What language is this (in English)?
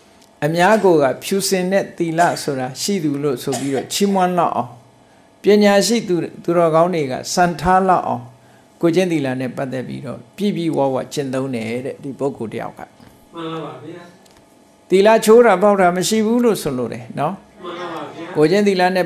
Burmese